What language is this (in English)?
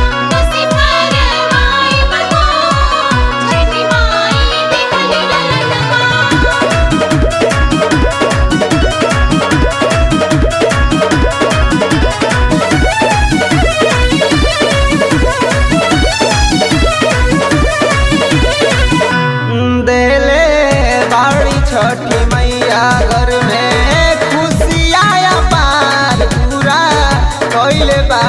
Bhojpuri